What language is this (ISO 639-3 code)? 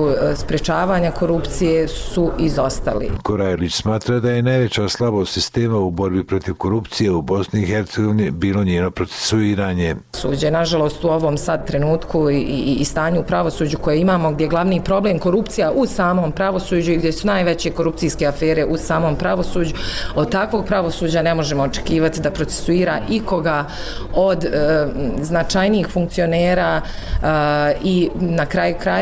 bos